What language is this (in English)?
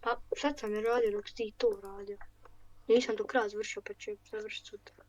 Bosnian